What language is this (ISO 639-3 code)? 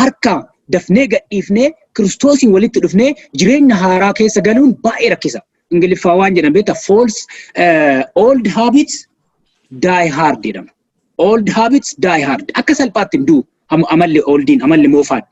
orm